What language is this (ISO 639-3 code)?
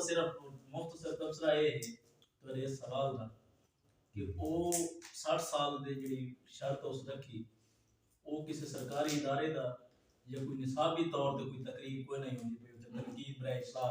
skr